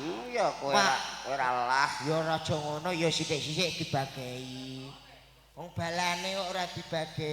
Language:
Javanese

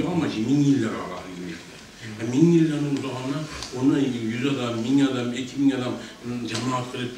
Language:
Kumyk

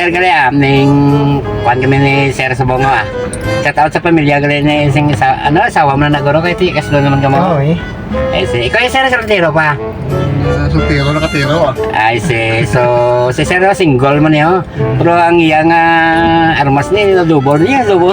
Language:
Hiligaynon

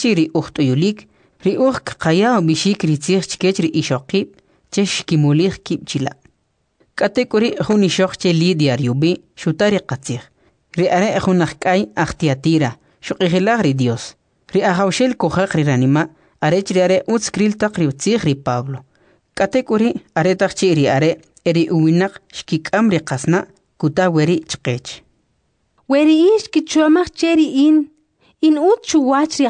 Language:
Kʼicheʼ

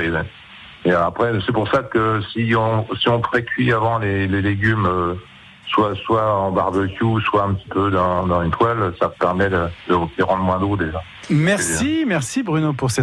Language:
French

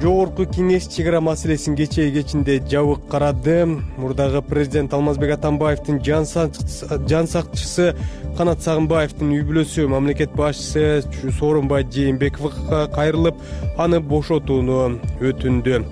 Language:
Kyrgyz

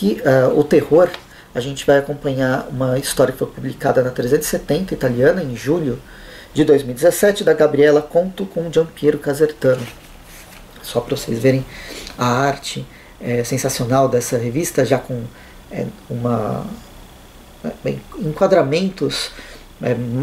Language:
Portuguese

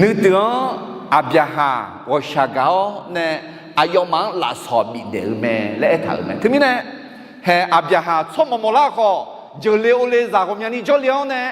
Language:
Akha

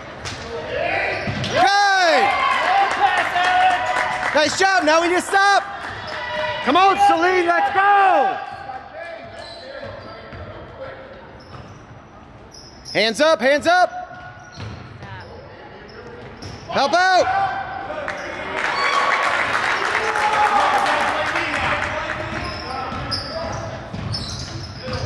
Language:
English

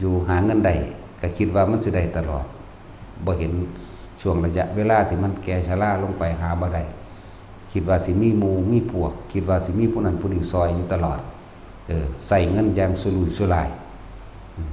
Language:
Northeastern Thai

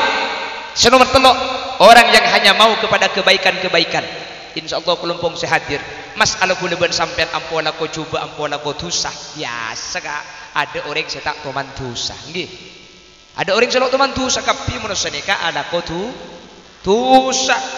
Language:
Madurese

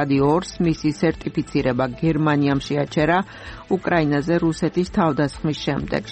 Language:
Georgian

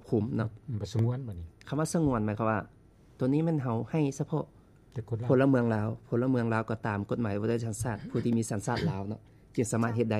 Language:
Lao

